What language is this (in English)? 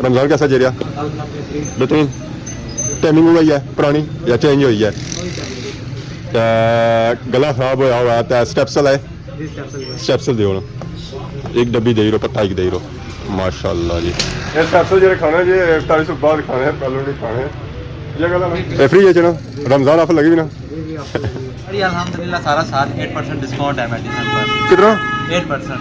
Pahari-Potwari